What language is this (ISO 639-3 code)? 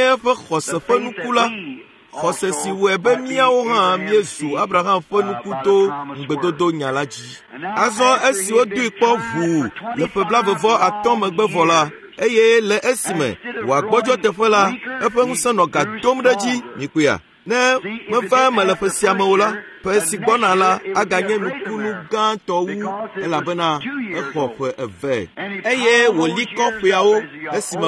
ewe